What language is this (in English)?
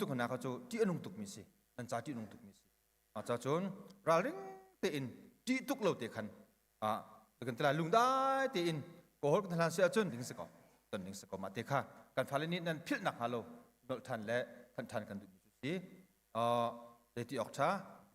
Hakha Chin